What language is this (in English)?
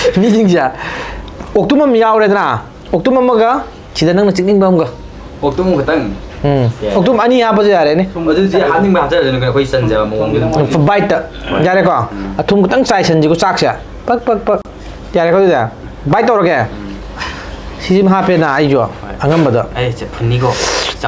Manipuri